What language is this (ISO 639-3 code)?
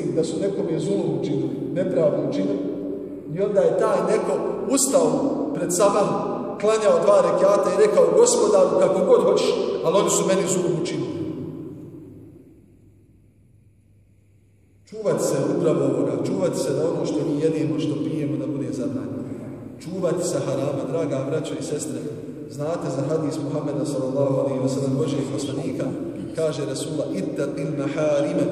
bos